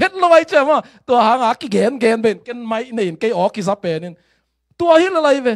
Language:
Tedim Chin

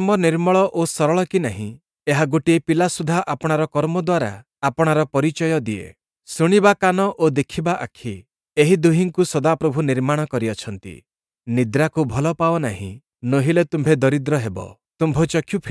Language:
Odia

